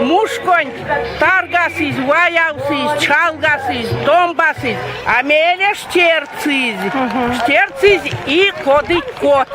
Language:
Erzya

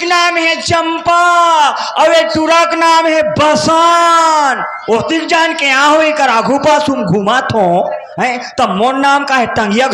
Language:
Chhattisgarhi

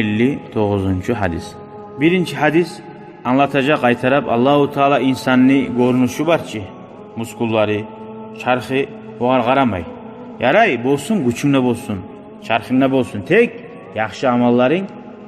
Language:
Kumyk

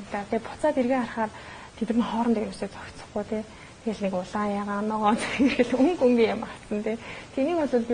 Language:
Mongolian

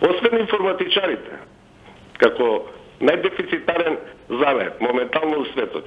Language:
Macedonian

